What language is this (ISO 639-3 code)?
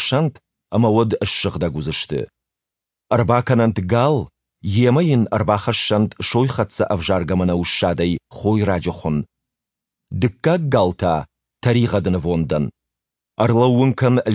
oss